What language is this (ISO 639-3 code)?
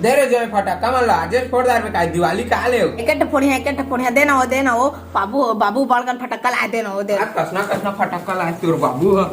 hne